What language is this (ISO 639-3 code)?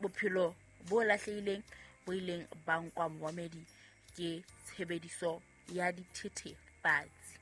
sot